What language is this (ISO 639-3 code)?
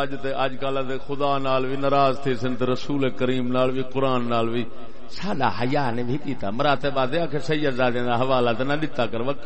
skr